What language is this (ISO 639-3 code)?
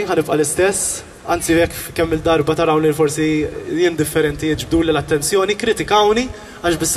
mlt